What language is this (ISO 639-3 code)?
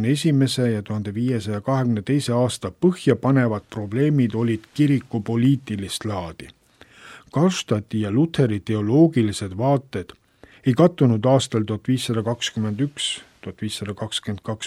est